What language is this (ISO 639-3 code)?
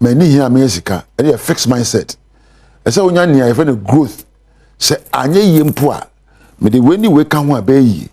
aka